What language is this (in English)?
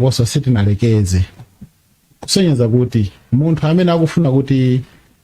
Nyanja